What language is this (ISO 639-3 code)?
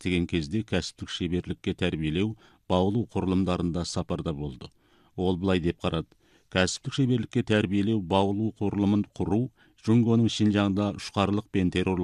kaz